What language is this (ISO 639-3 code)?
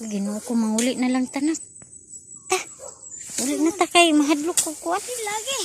ceb